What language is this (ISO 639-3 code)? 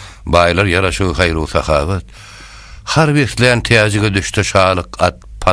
tuk